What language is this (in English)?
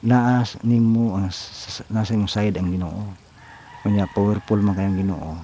Cebuano